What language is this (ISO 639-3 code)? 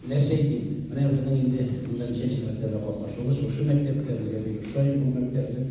tat